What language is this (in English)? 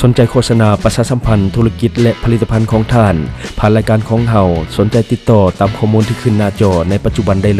Lao